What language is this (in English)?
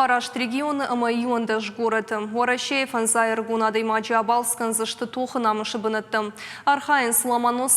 Ossetic